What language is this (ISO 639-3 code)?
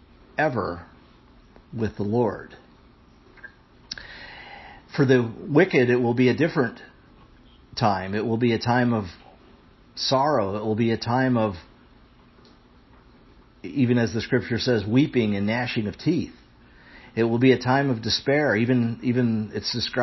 eng